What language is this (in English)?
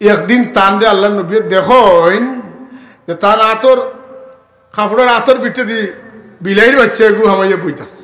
Sylheti